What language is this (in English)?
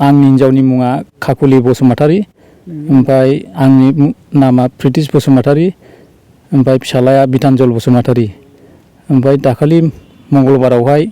Bodo